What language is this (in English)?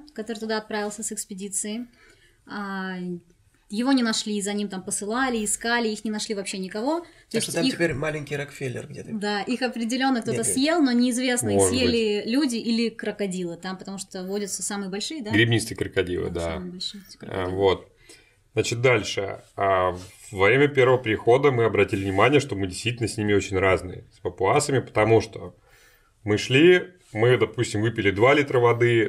Russian